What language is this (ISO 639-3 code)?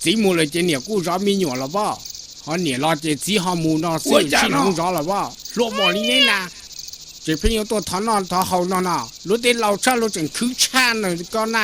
hmn